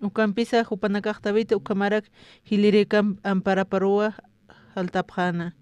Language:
Aymara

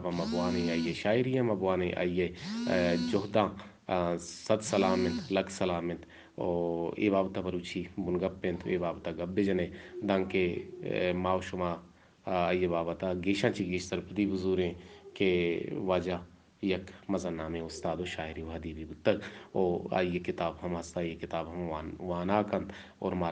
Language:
Eastern Balochi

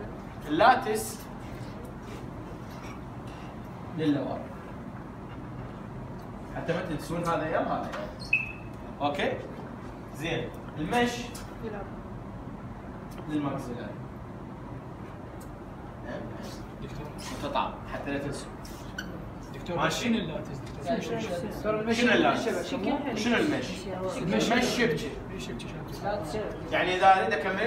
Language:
Mesopotamian Arabic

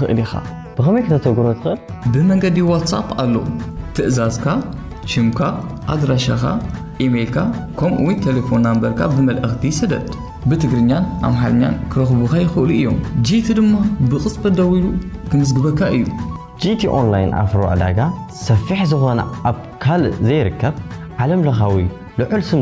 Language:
Tigrinya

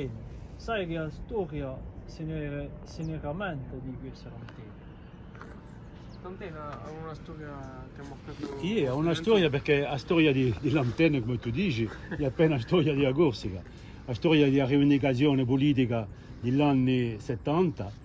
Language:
Corsican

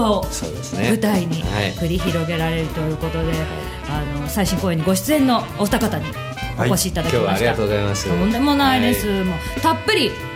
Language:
Japanese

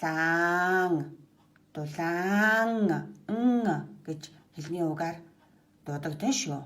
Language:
Mongolian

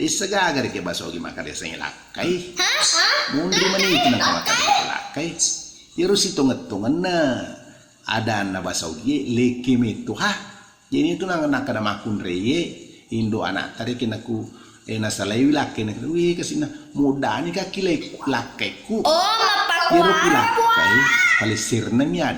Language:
Buginese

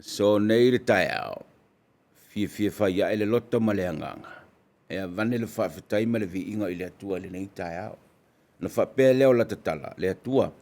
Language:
Samoan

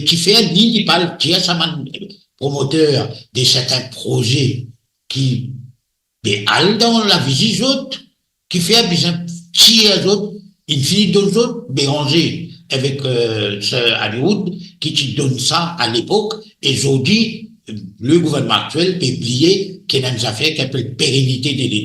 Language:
Morisyen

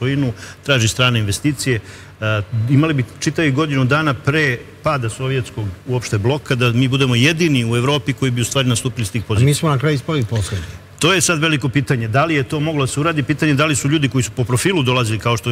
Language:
Serbian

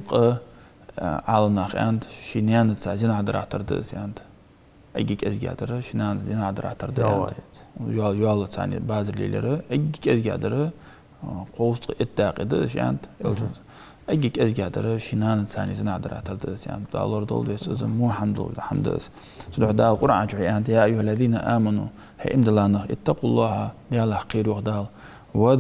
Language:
Ingush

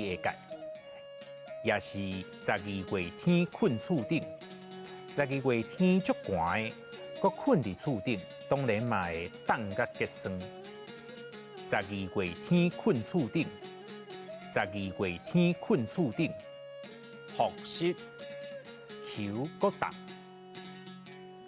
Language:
Min Nan Chinese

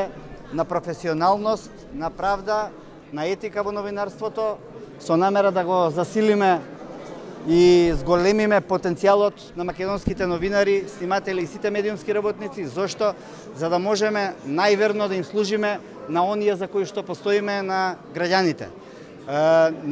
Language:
Macedonian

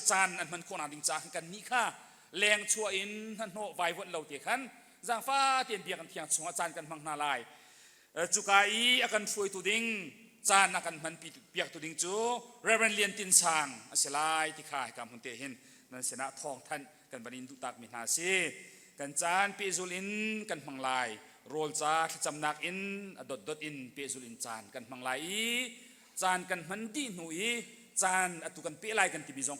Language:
Hakha Chin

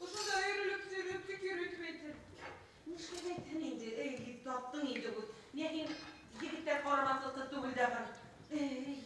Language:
Bashkir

